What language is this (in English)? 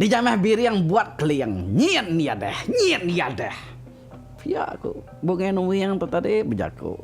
Iban